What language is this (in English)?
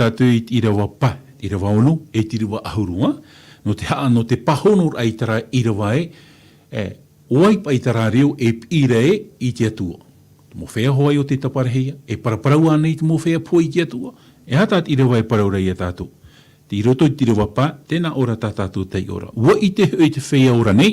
Tahitian